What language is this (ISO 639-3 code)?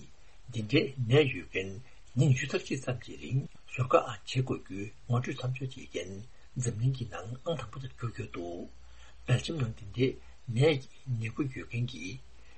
bod